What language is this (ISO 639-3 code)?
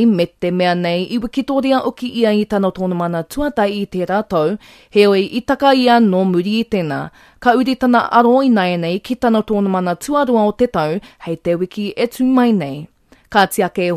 mri